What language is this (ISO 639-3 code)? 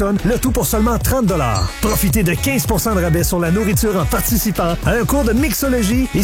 fra